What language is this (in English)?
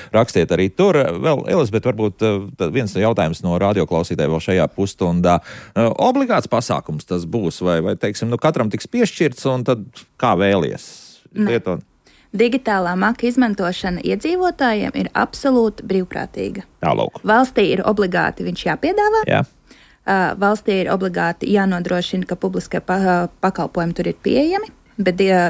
Latvian